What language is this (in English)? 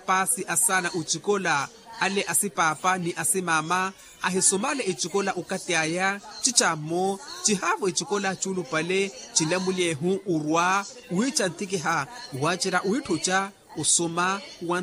Makhuwa